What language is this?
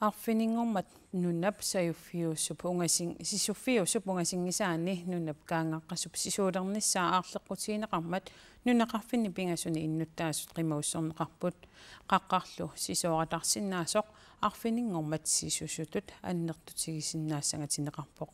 Kalaallisut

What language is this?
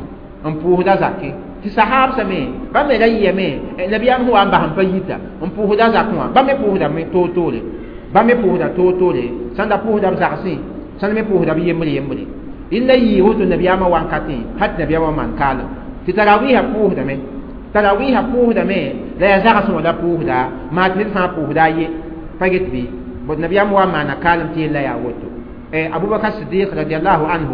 Mossi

